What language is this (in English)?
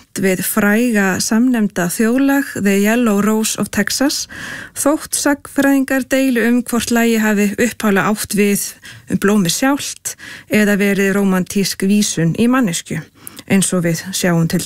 Icelandic